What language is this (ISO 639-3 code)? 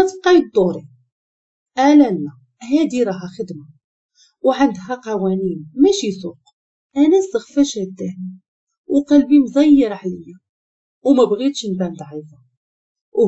ary